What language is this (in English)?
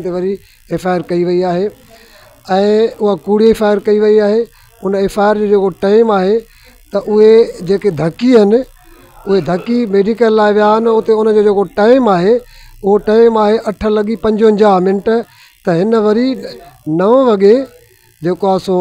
Sindhi